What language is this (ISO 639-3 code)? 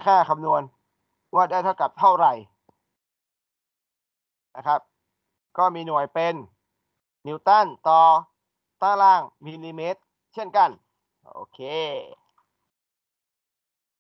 tha